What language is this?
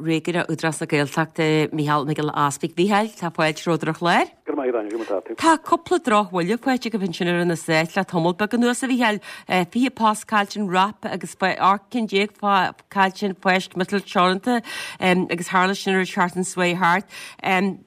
Irish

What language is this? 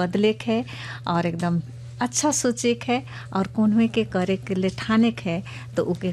Bhojpuri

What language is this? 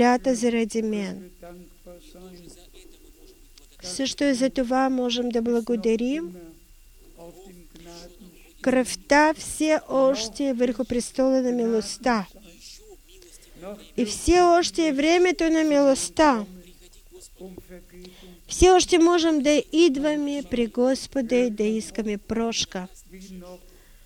Bulgarian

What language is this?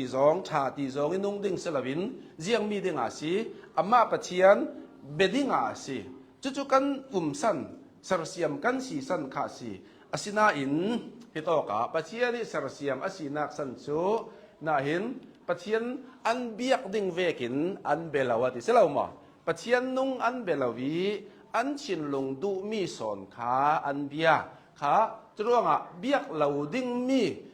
Hakha Chin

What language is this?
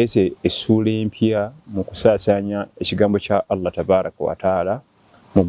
Ganda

